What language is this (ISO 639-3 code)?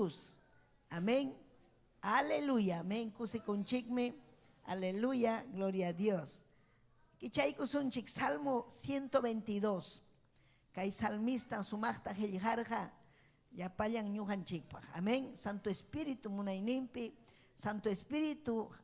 quy